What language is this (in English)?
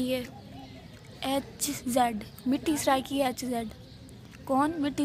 Saraiki